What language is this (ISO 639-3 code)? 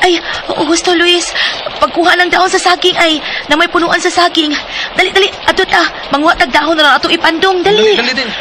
ceb